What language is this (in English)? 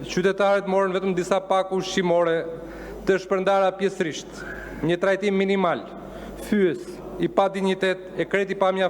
Albanian